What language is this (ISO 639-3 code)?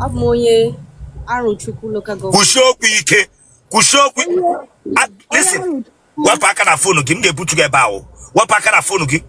ibo